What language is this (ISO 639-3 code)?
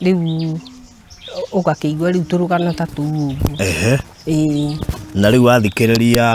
kik